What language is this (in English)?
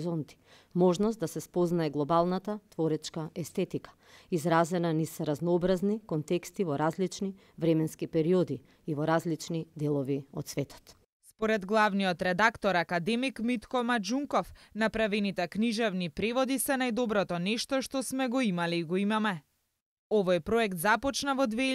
Macedonian